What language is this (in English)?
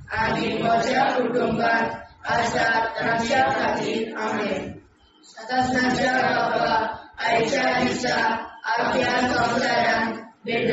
Konkani